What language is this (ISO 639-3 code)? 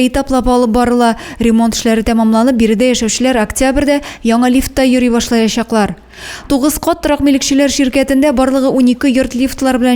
tat